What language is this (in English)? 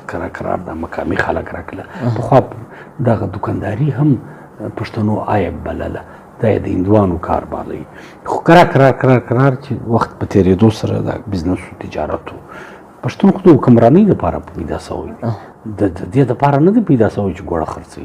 Pashto